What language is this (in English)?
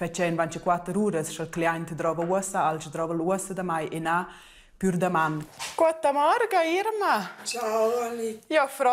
Romansh